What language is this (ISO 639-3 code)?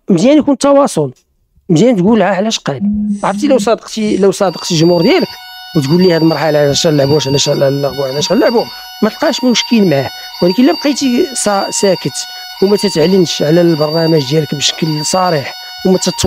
ary